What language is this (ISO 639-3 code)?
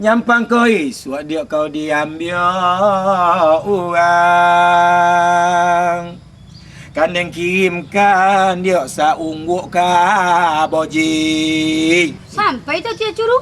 min